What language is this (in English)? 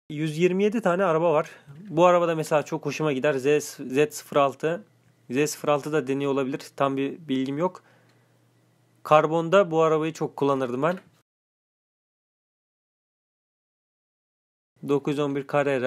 Turkish